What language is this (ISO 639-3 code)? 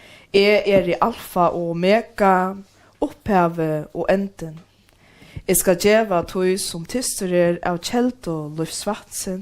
fao